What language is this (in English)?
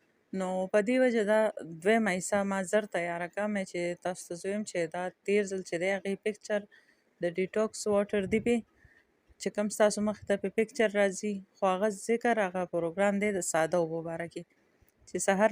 Pashto